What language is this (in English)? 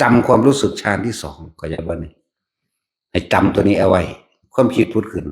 Northeastern Thai